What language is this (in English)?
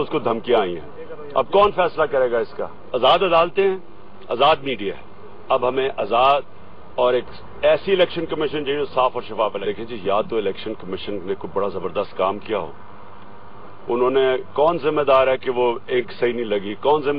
Urdu